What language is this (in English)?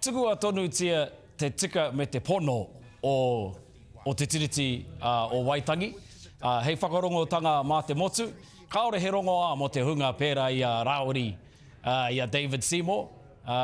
Māori